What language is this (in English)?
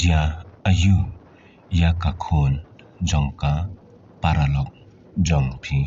Khasi